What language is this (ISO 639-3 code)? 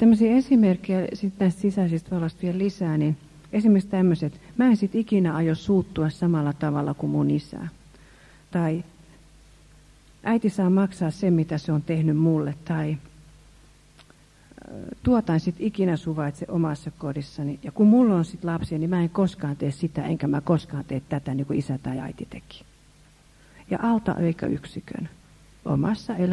fin